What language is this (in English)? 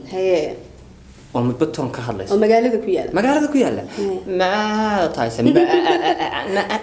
Somali